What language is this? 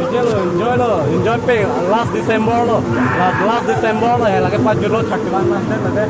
Karbi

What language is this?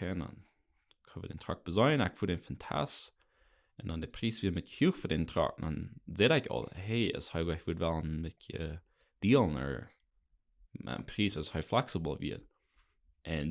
Plautdietsch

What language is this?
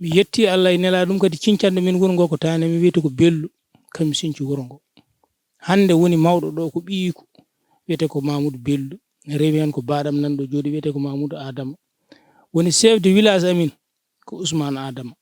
Fula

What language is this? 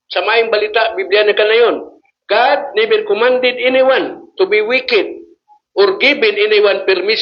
Cebuano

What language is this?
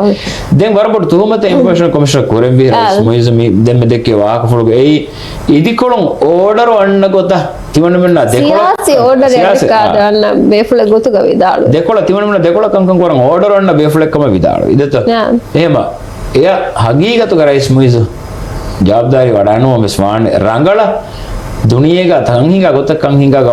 Divehi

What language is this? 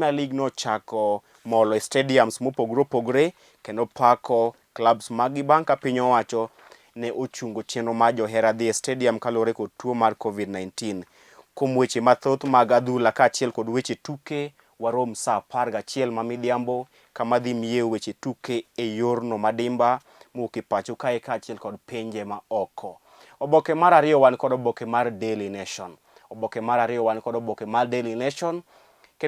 Luo (Kenya and Tanzania)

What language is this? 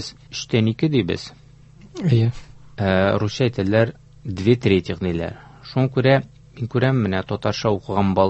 Tatar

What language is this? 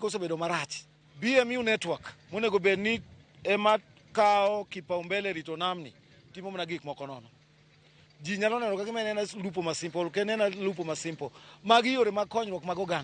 Luo (Kenya and Tanzania)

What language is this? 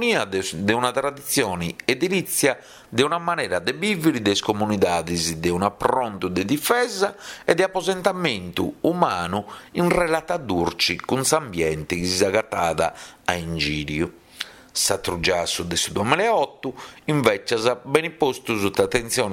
Sardinian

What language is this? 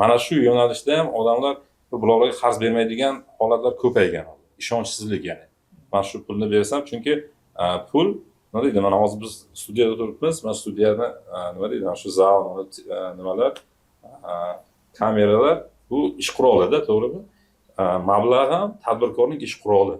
Uzbek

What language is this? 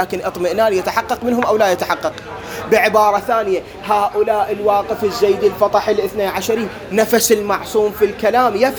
Arabic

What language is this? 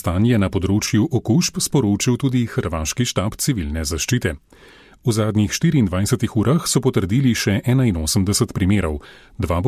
Slovenian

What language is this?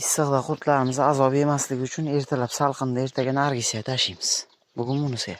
Uzbek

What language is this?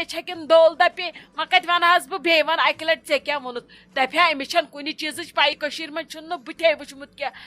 Kashmiri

